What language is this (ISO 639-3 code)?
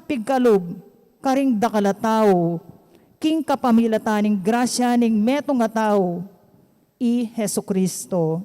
pam